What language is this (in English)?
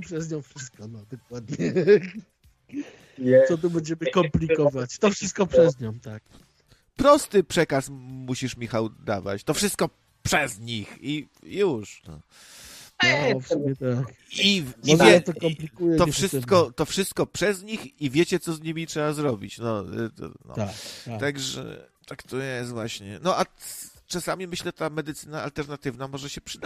Polish